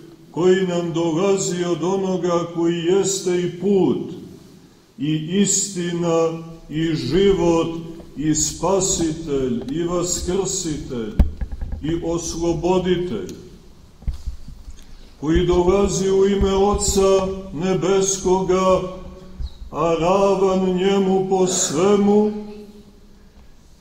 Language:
Serbian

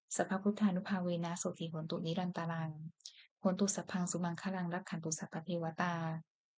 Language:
Pali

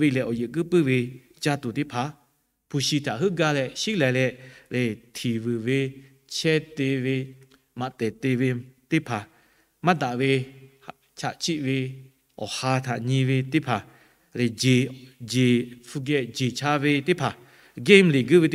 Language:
Lahu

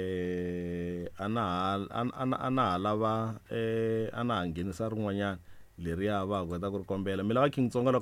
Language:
Tsonga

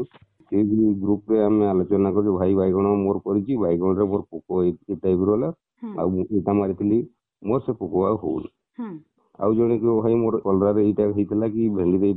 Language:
Odia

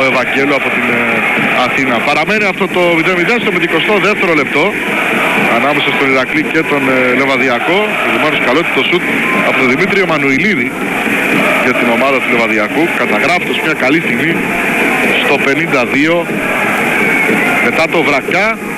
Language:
Greek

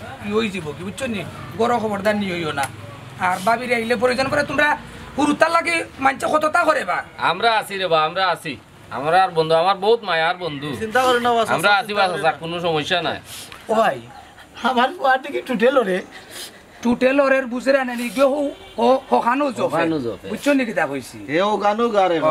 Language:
Sylheti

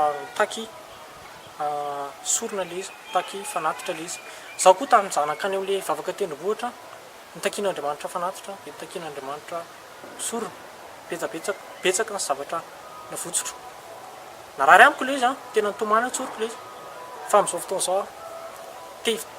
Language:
Malagasy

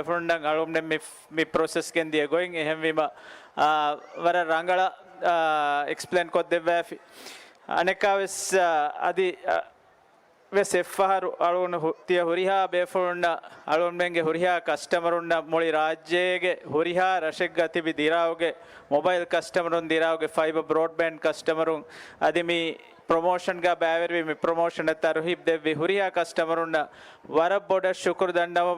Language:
Divehi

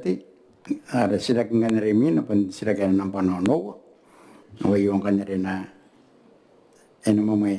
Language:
Gilbertese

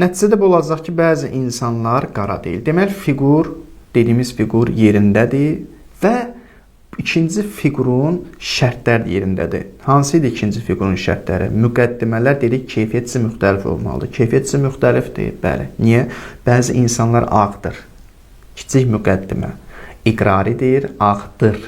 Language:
Azerbaijani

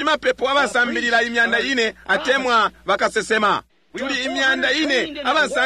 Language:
Bemba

